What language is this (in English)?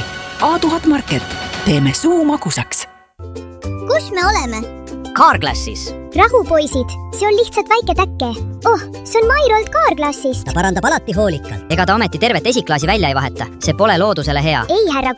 Estonian